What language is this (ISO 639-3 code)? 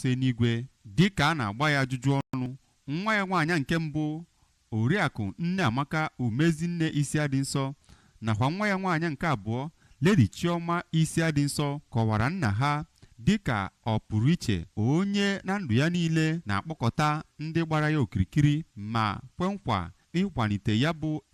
ibo